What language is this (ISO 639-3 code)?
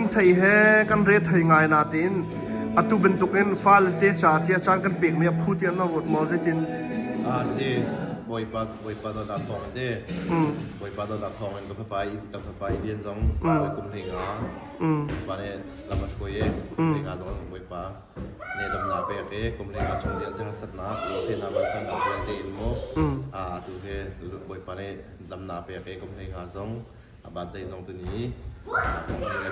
cnh